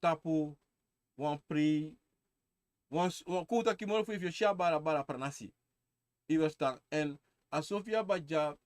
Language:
Sranan Tongo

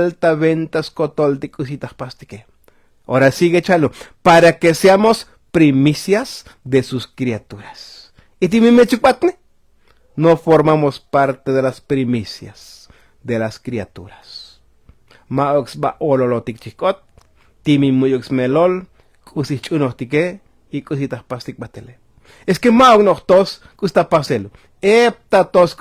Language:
Tzotzil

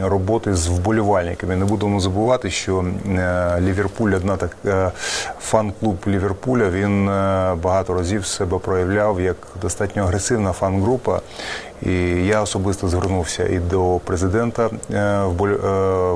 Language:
Ukrainian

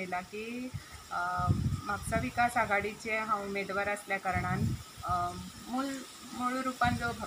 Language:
Konkani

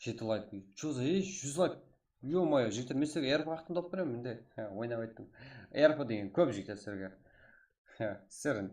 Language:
Kara-Kalpak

